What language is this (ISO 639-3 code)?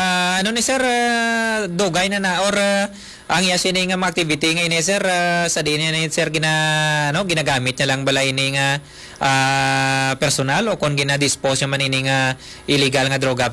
hil